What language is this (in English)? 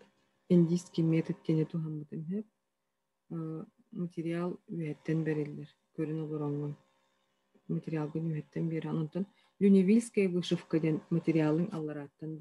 Yakut